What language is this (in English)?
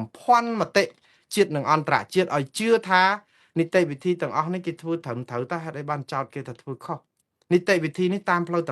Khmer